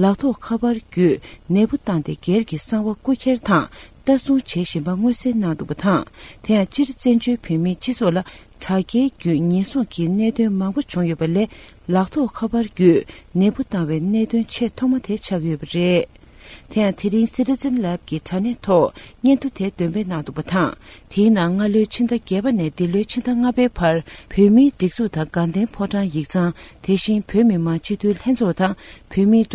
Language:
Tibetan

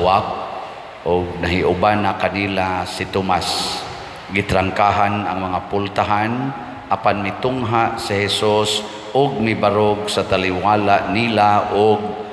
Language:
Cebuano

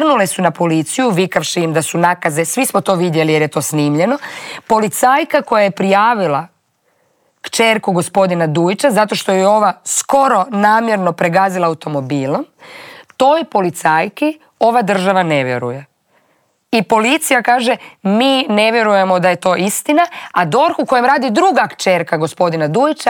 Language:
Croatian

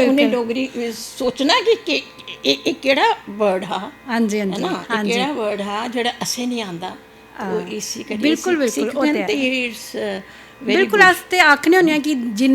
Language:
Dogri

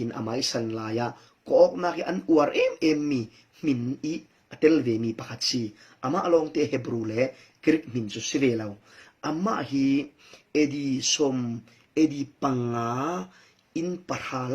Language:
Falam Chin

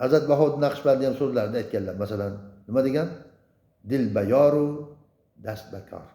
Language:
Uzbek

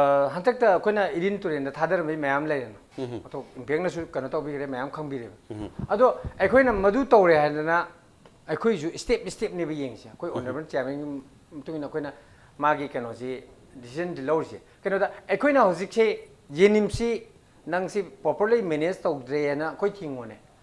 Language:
Manipuri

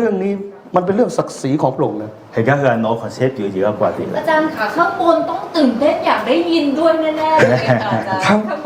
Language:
Akha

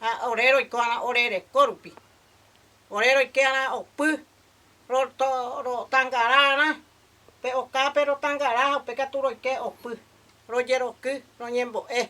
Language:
Guarani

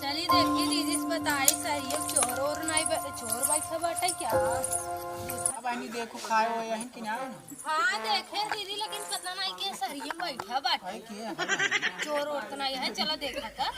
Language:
Awadhi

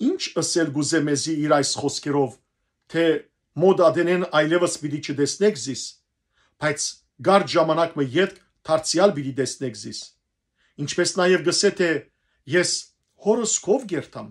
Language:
Western Armenian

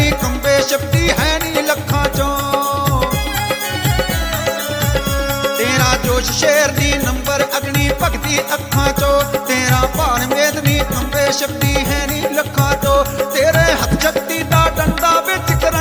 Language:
Punjabi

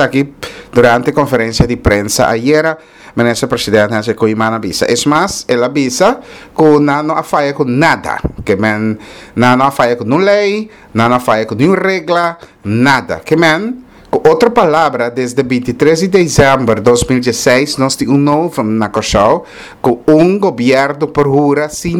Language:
Papiamento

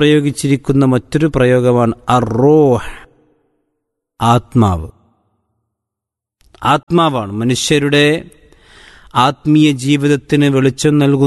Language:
Malayalam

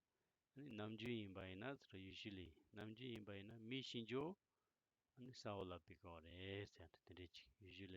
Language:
Tibetan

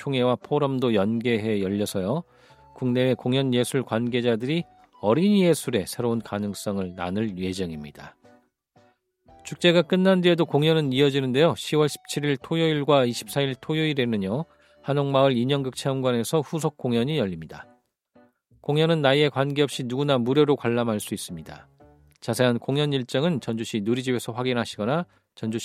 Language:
Korean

